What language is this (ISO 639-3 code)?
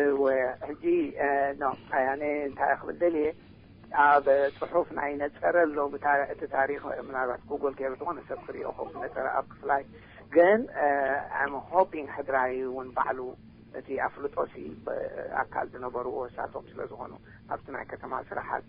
tir